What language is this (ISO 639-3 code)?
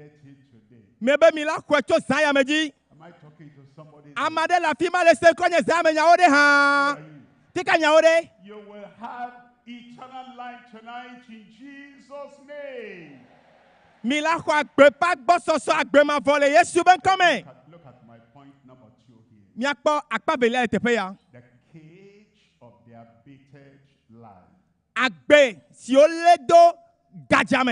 ewe